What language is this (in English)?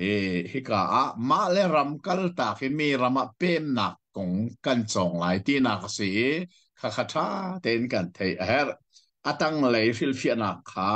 Hakha Chin